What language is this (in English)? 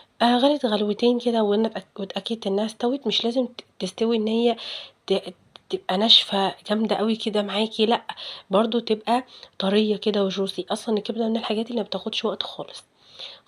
Egyptian Arabic